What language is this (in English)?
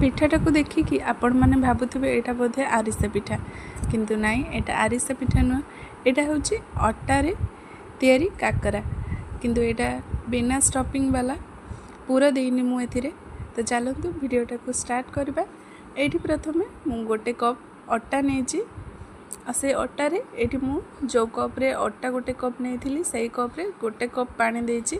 Odia